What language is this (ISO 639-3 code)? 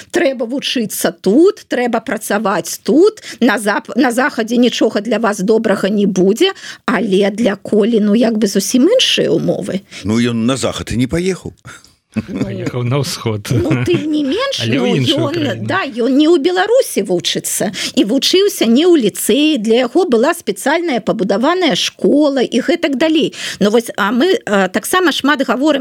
bel